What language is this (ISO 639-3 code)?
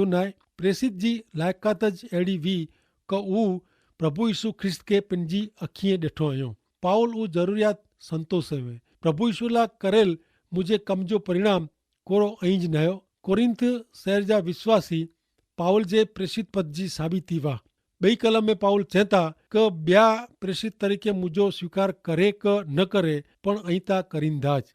kfr